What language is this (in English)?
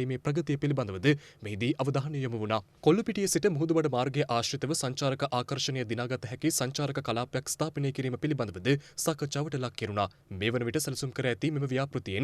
Sinhala